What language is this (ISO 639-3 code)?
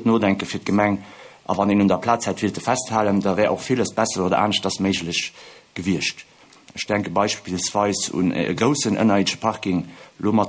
ltz